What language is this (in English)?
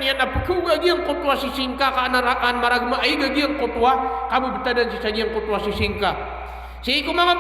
Maranao